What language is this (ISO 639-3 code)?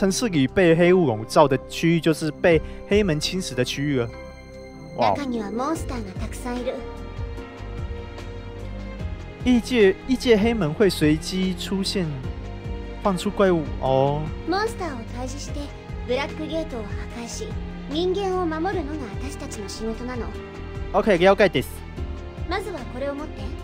jpn